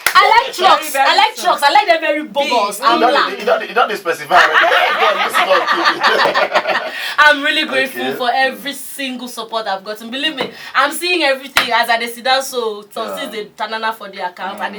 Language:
Nigerian Pidgin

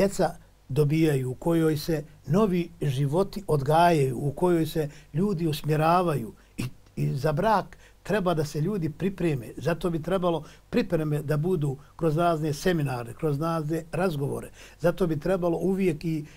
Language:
Bosnian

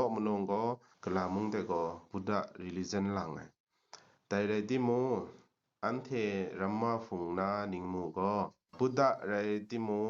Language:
Kachin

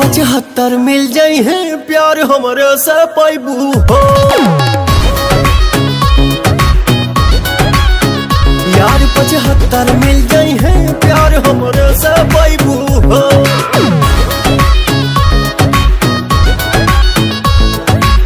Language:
Bhojpuri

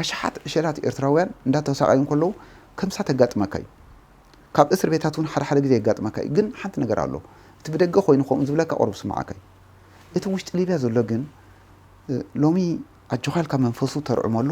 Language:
Tigrinya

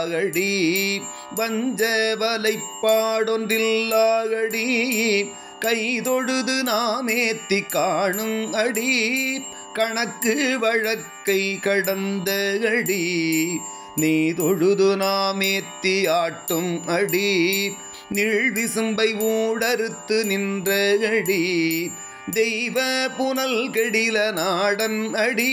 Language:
Tamil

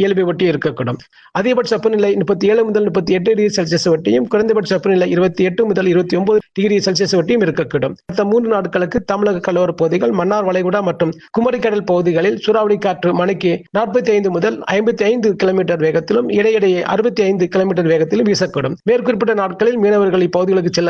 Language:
Tamil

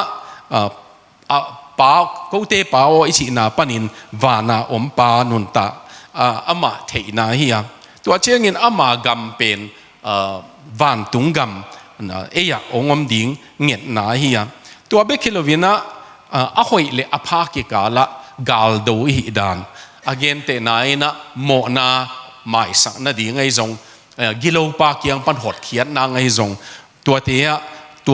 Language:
Tedim Chin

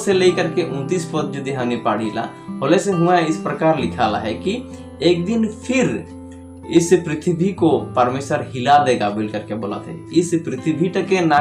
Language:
Sadri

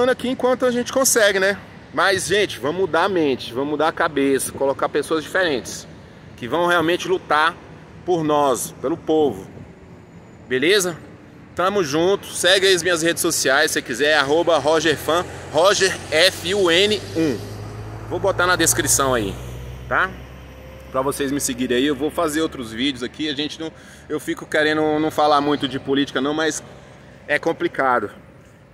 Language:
Portuguese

